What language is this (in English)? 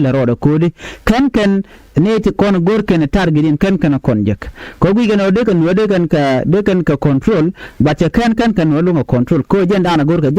Nuer